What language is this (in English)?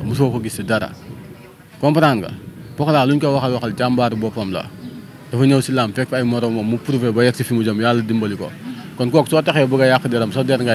Wolof